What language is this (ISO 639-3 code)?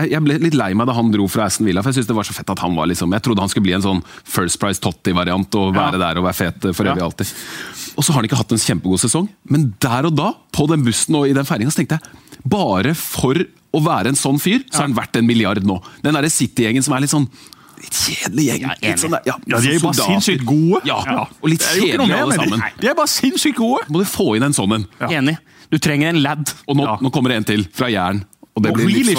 nor